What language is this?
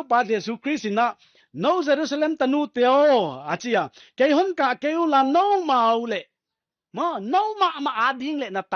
Paite Chin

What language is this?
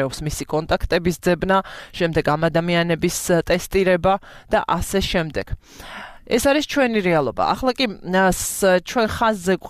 Georgian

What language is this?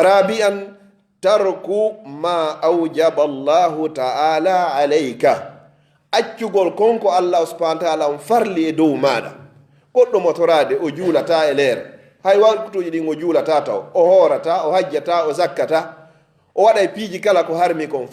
Fula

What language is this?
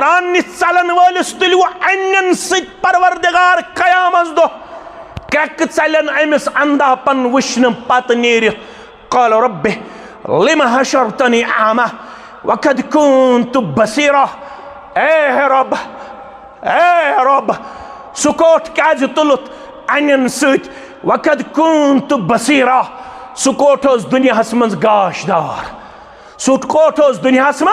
Kashmiri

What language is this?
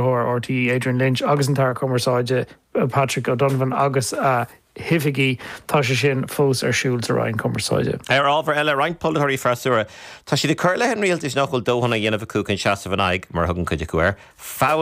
Irish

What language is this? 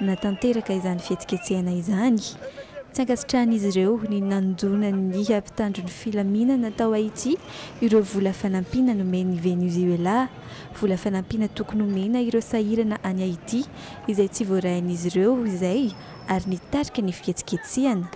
Malagasy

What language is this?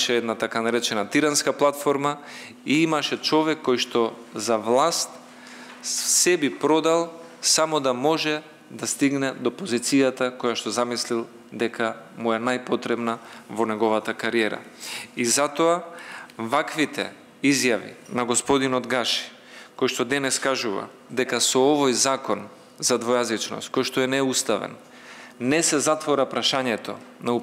Macedonian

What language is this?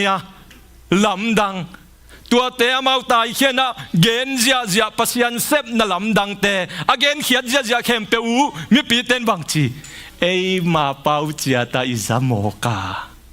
Tedim Chin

